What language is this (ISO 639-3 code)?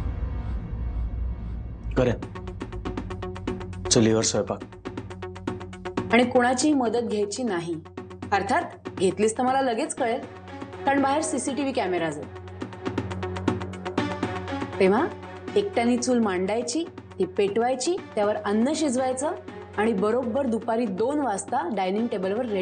mar